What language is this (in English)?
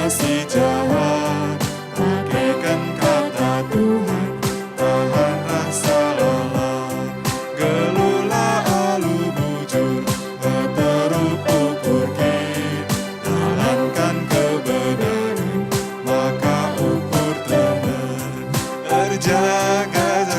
Batak Karo